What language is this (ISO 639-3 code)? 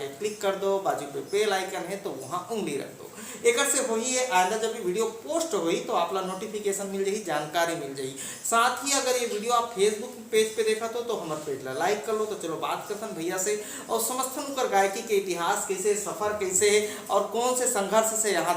hne